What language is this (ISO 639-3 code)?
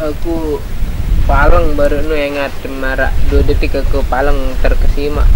sas